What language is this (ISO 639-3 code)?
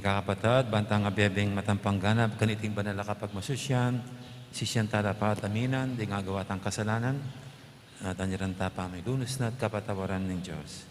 pam